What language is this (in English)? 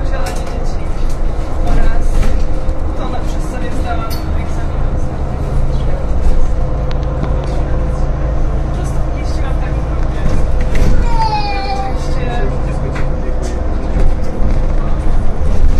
Polish